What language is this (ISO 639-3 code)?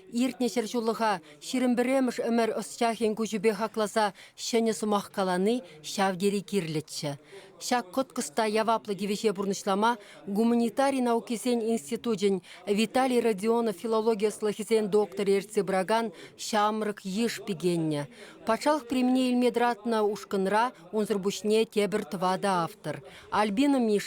chv